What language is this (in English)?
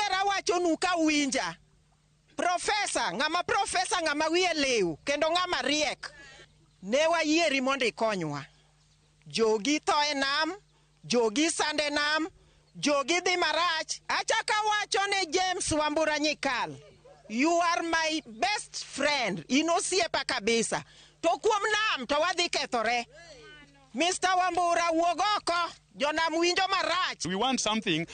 Luo (Kenya and Tanzania)